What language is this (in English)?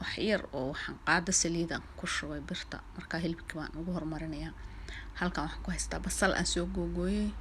Somali